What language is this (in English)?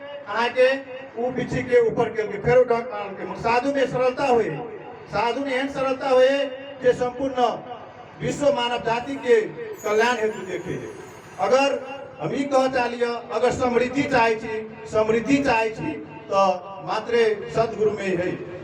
Magahi